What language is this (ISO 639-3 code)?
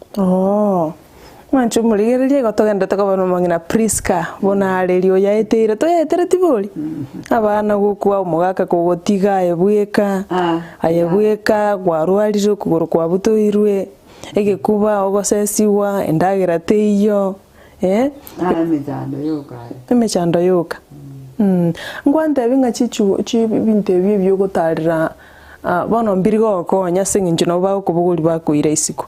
guz